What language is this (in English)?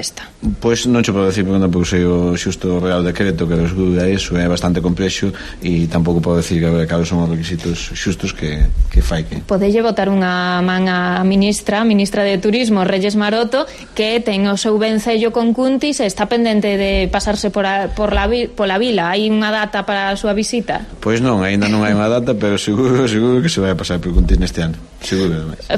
Galician